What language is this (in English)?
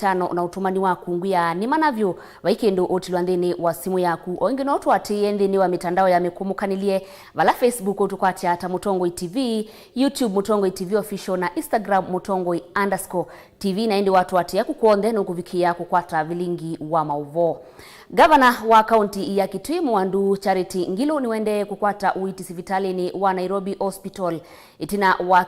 Kamba